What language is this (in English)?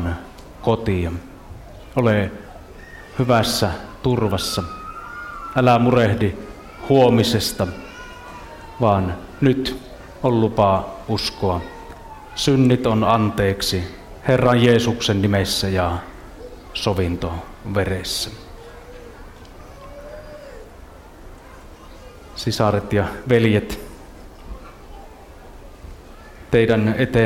Finnish